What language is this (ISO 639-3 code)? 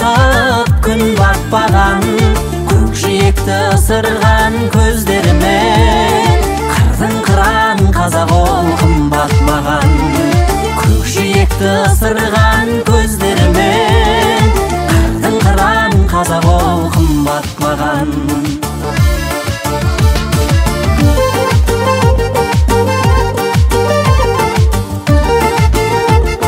kaz